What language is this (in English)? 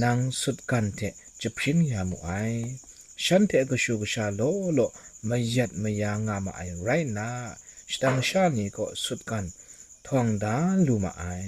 Kachin